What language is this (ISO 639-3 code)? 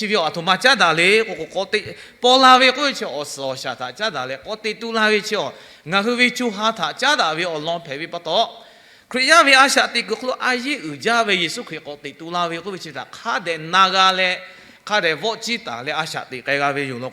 lhu